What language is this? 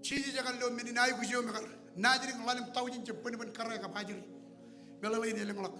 Marshallese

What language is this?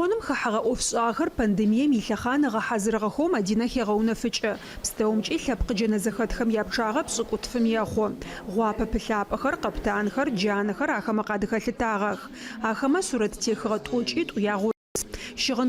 Adyghe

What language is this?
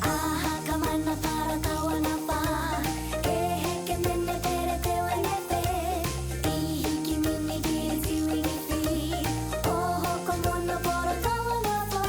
Māori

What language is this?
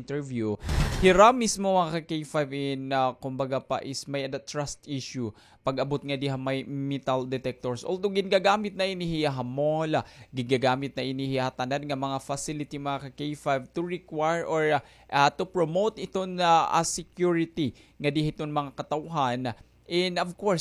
Waray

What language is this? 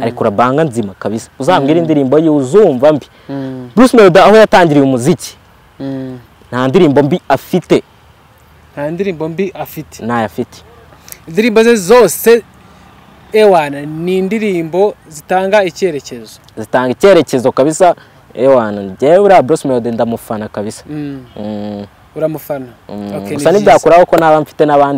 Kinyarwanda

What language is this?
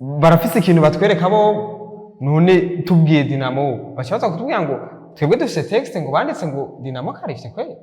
Rundi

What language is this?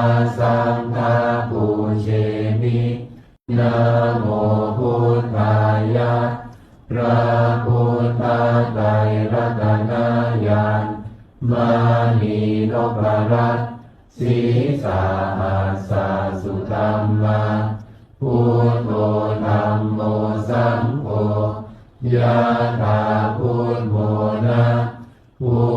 Pali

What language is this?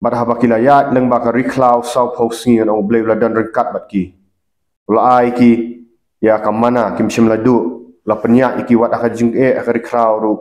Khasi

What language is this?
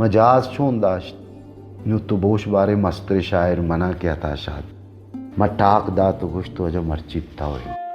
Baluchi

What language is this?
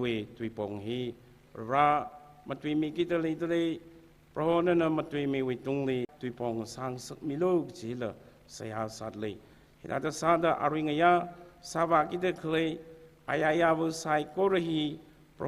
Tangkhul Naga (India)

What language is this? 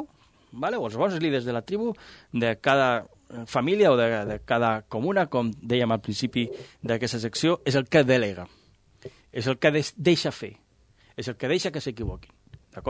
Catalan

